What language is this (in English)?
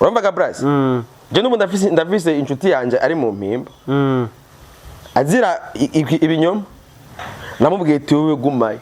Rundi